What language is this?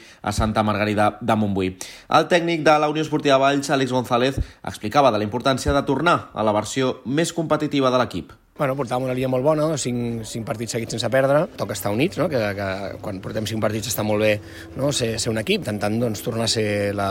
Catalan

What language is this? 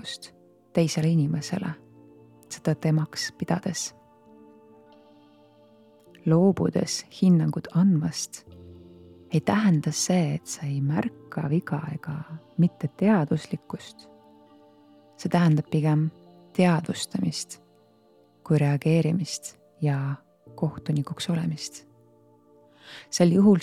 Estonian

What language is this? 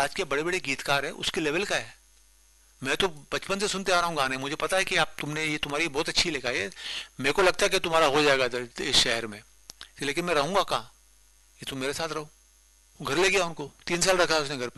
Hindi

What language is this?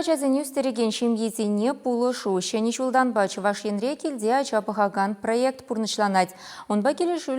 Chuvash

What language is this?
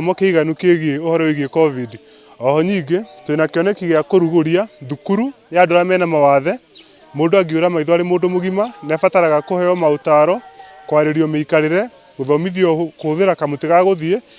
Kikuyu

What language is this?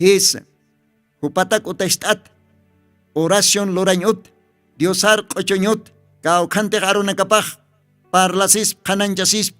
Aymara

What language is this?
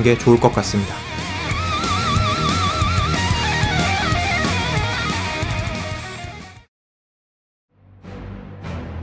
Korean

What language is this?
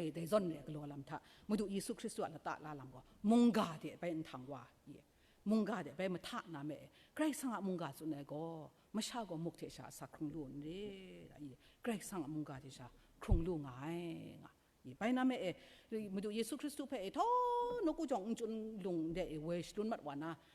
Kachin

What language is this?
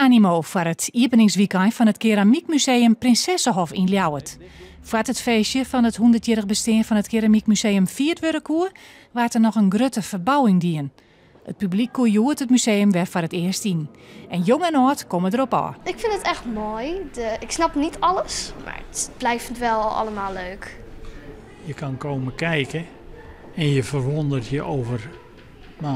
Western Frisian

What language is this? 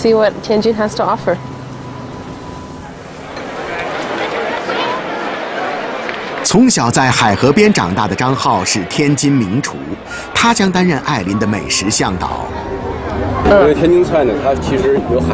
Chinese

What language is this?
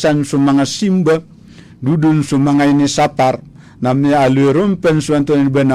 Maranao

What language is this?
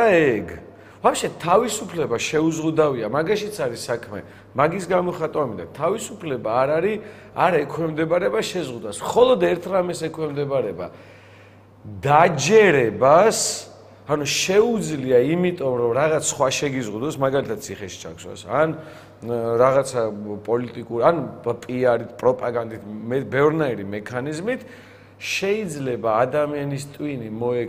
Georgian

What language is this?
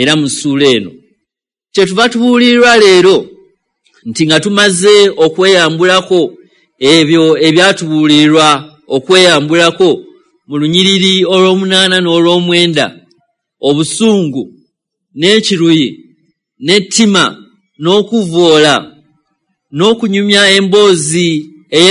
Ganda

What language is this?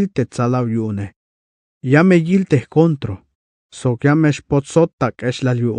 Tzeltal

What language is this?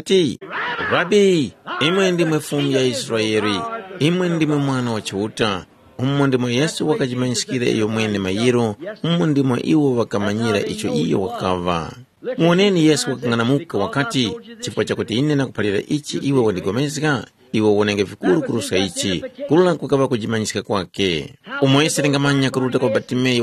Tumbuka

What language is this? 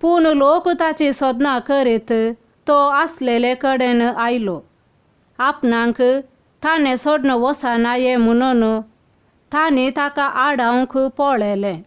Konkani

